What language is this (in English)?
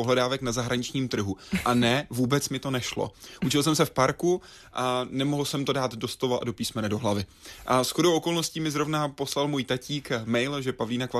Czech